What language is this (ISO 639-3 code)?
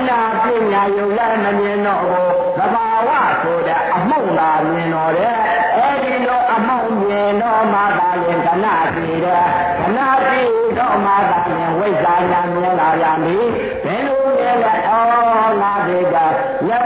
mya